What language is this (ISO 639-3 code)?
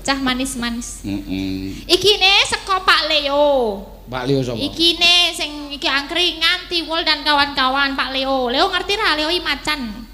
jav